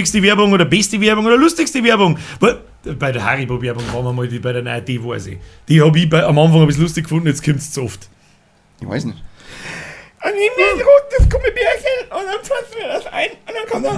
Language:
Bavarian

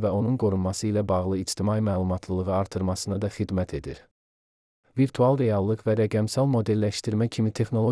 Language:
Azerbaijani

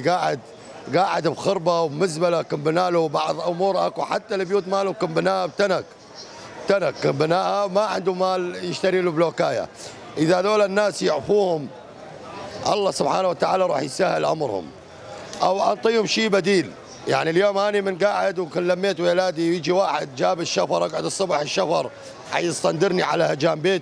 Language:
Mesopotamian Arabic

